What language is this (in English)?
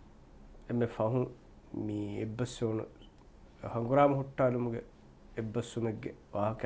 Divehi